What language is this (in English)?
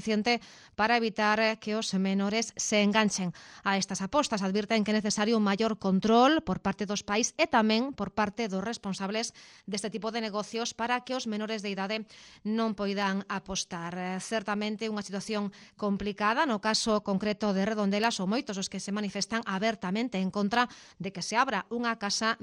Galician